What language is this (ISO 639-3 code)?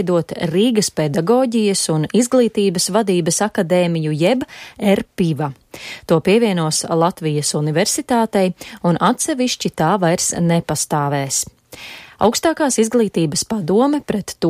lav